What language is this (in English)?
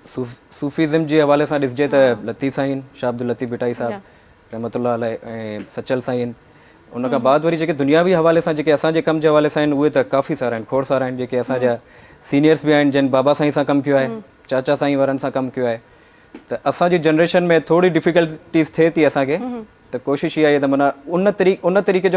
Sindhi